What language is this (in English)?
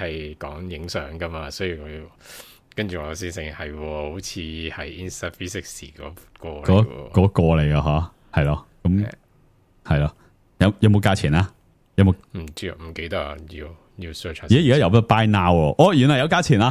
Cantonese